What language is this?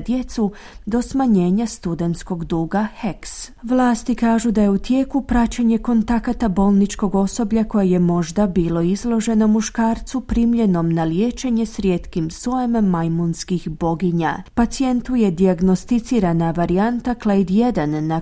Croatian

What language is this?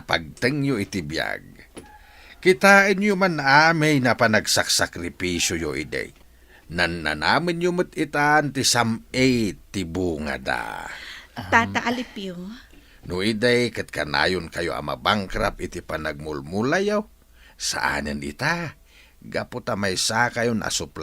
Iloko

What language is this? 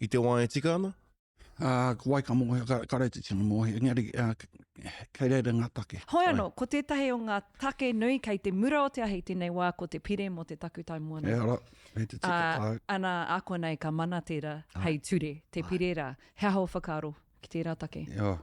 Māori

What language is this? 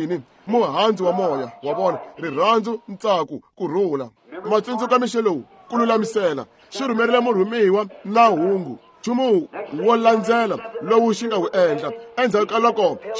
Tsonga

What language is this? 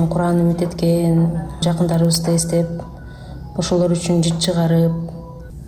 Kyrgyz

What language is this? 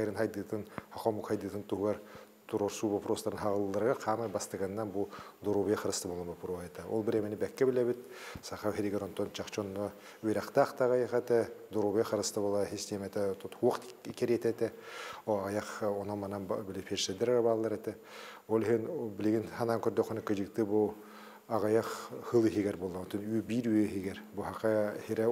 Yakut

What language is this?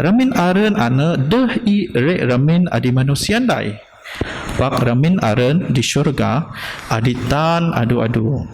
Biatah Bidayuh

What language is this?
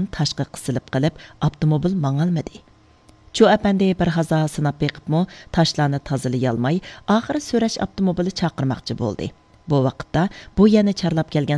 Uyghur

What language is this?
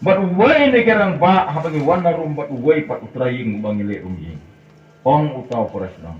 Khasi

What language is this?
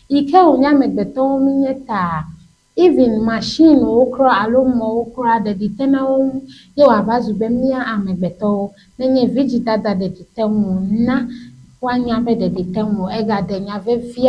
Ewe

